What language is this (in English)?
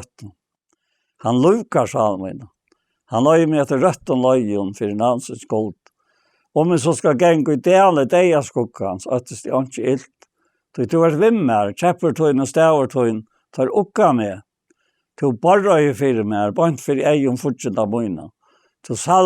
Faroese